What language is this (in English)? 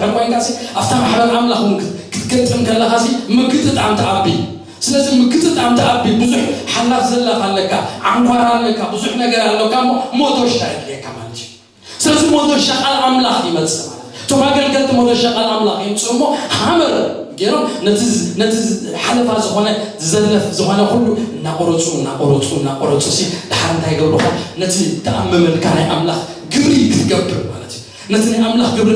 Tigrinya